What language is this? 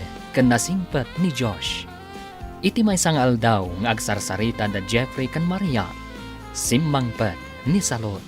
Iloko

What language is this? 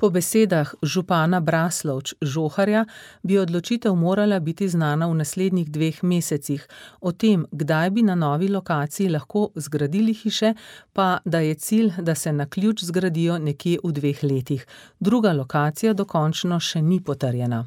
Slovenian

